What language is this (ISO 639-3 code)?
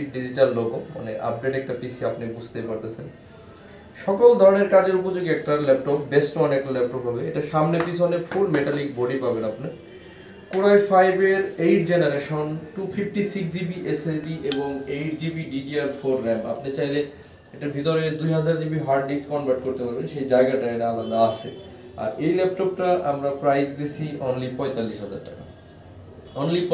ben